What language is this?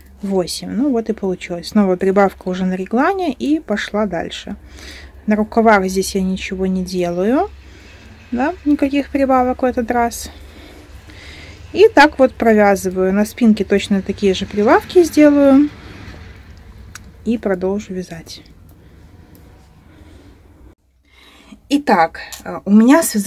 Russian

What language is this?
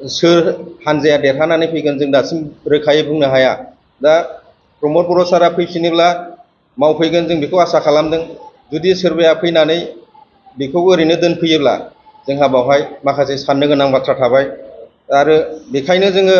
Bodo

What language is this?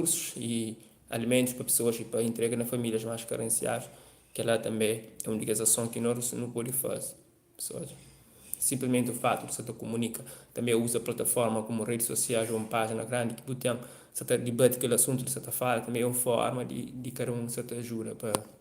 Kabuverdianu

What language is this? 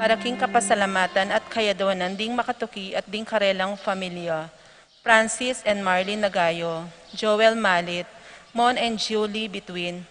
Pampanga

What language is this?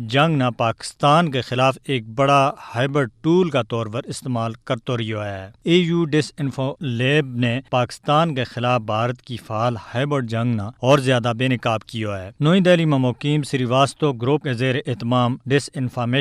Gujari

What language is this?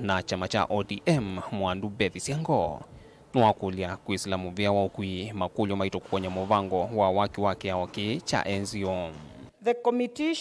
Kamba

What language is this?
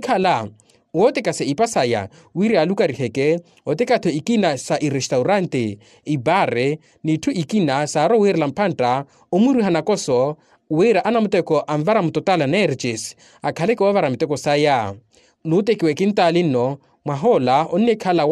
Makhuwa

